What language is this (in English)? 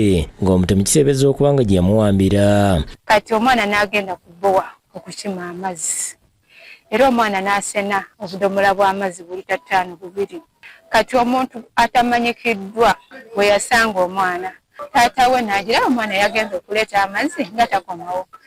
Ganda